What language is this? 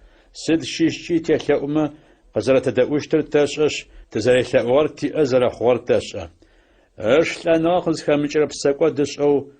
Adyghe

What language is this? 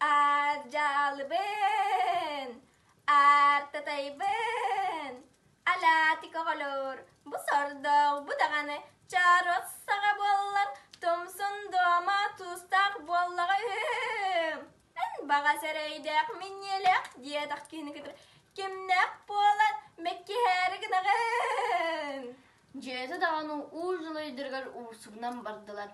Yakut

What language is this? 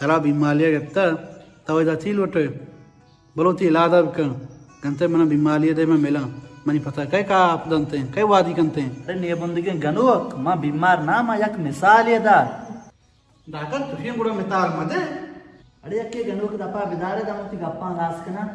Baluchi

